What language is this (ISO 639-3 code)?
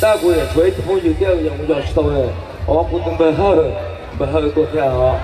hmn